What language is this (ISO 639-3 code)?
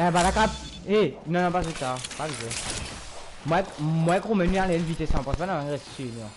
mfe